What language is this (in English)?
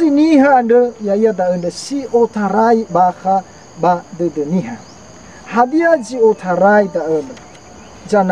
Nias